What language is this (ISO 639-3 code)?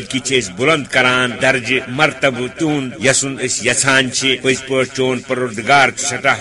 kas